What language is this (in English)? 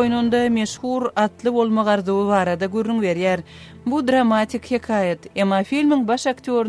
Turkmen